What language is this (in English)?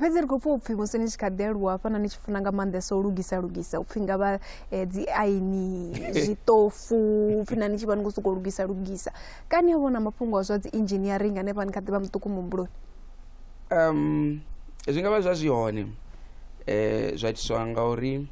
Venda